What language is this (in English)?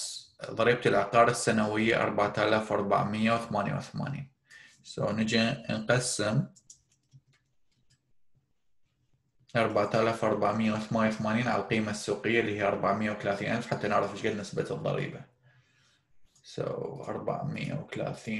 Mesopotamian Arabic